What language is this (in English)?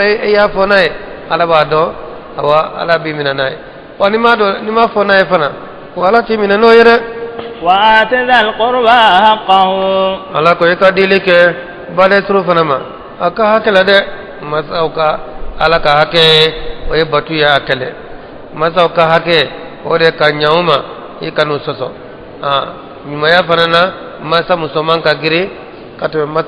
Bambara